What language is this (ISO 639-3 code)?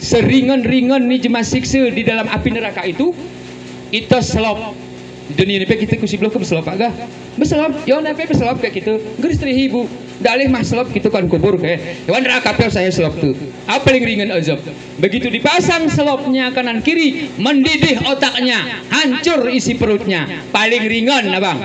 gay